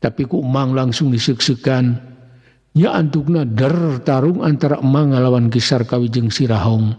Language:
Sundanese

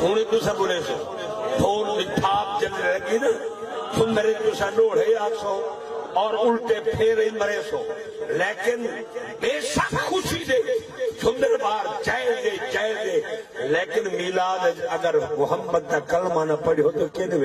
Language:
Saraiki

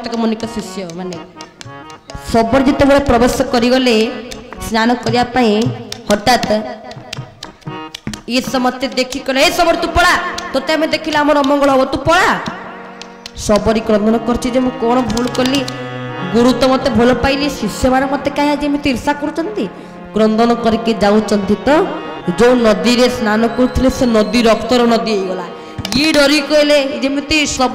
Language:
Odia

